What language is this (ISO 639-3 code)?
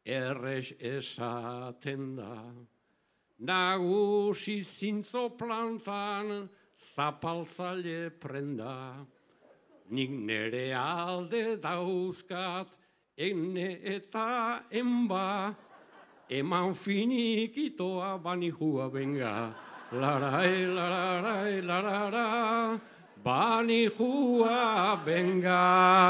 eus